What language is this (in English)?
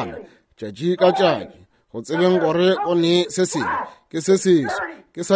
Northern Sotho